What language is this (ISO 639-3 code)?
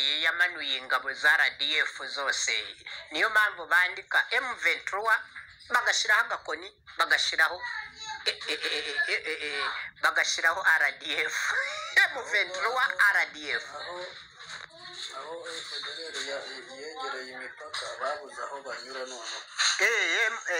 kin